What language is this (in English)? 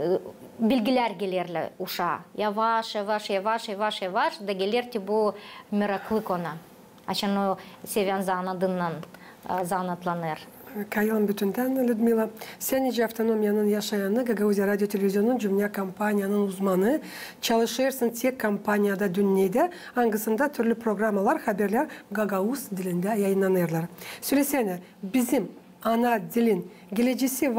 Gagauz